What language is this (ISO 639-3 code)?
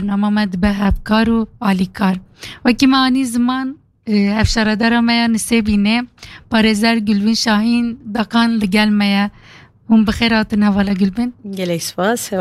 kur